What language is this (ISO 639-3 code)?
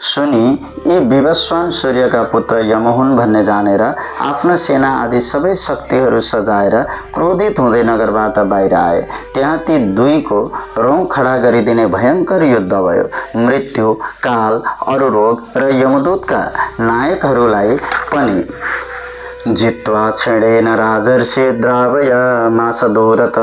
nep